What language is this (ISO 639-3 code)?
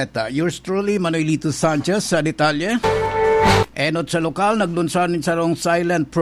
bik